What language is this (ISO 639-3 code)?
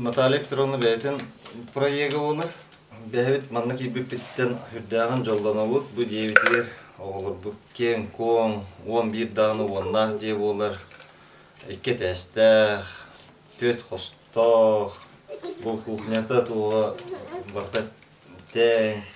sah